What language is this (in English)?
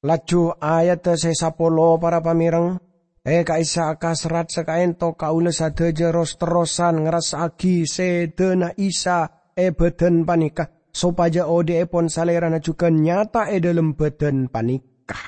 Madurese